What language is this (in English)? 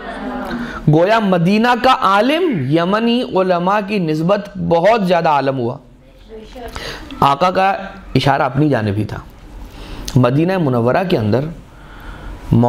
Urdu